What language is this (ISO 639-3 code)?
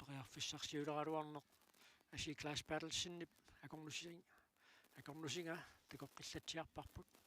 kal